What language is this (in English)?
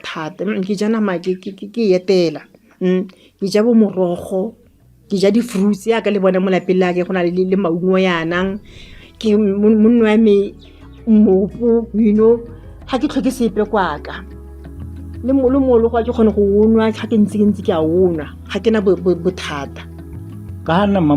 Tswana